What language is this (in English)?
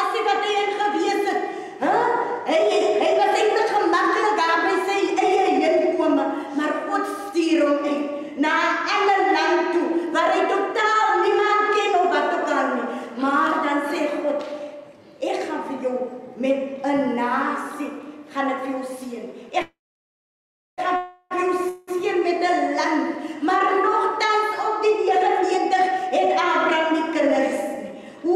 Afrikaans